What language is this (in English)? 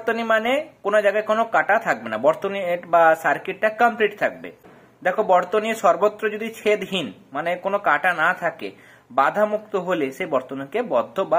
Bangla